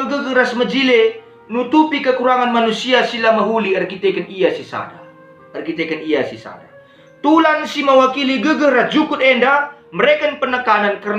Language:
Batak Karo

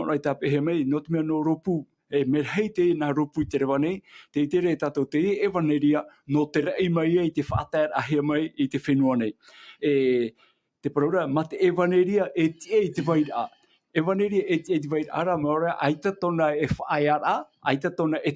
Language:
Tahitian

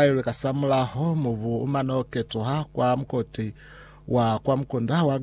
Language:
Lozi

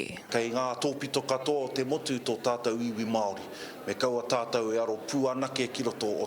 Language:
Māori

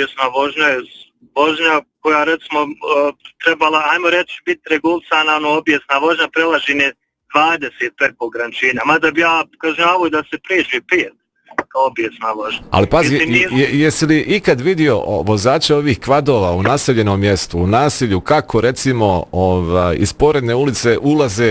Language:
Bosnian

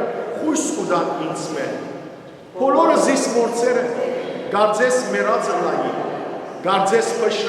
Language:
Western Armenian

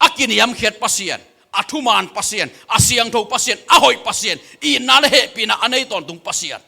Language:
Tedim Chin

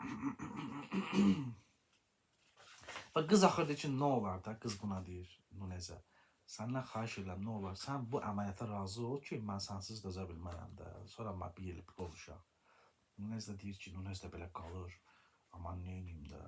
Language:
Azerbaijani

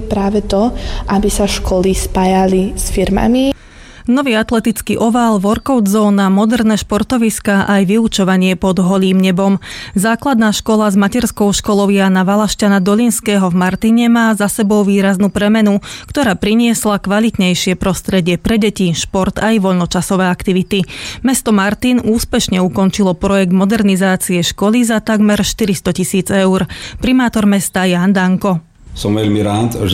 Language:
Slovak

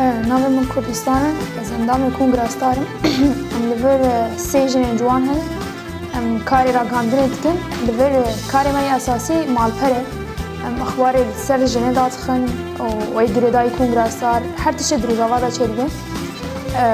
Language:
Kurdish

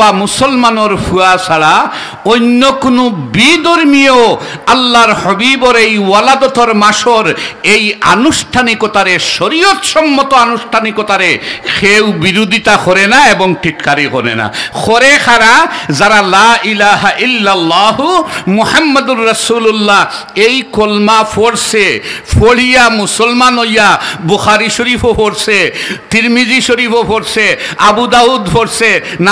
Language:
Sylheti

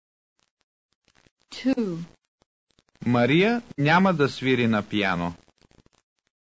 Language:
Bulgarian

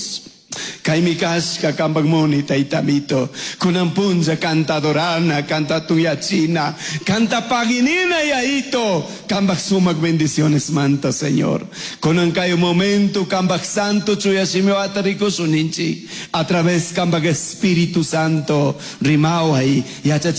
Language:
Chimborazo Highland Quichua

